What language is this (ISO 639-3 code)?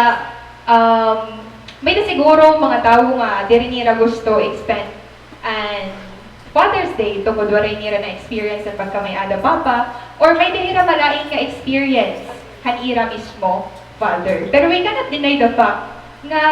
war